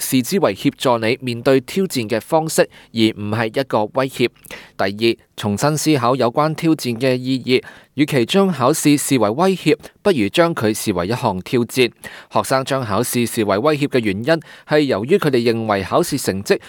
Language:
Cantonese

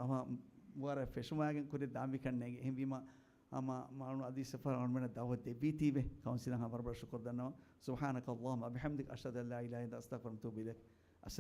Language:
Divehi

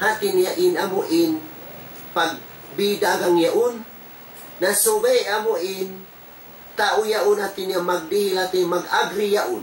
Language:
Tausug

